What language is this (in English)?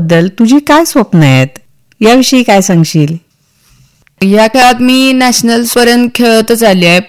Marathi